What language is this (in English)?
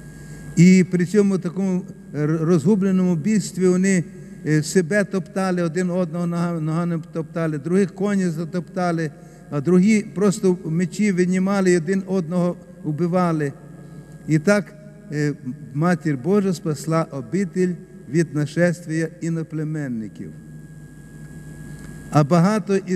Ukrainian